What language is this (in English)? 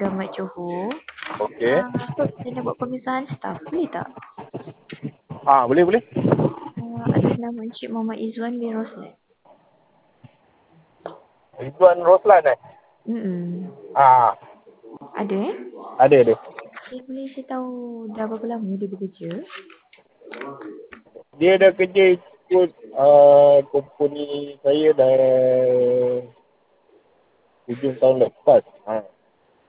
Malay